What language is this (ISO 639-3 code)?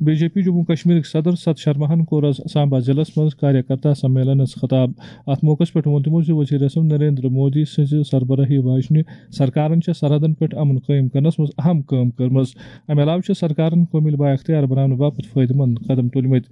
kas